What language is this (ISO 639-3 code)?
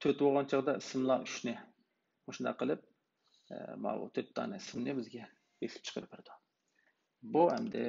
uig